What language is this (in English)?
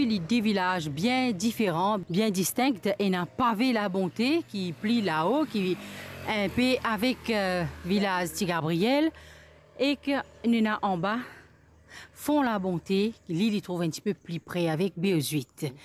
Morisyen